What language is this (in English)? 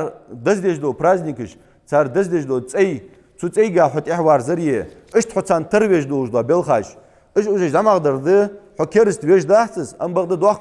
Ingush